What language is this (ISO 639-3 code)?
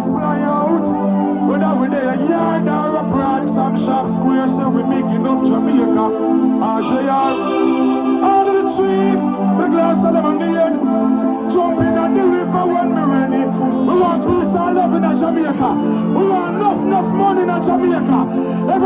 jam